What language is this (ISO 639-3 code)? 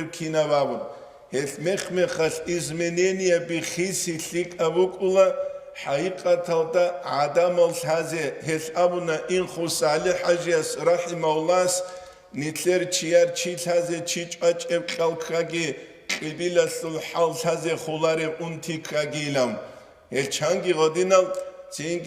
ava